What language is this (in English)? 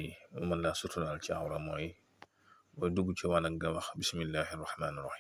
Wolof